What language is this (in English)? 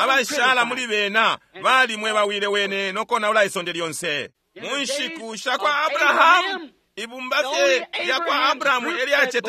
Bemba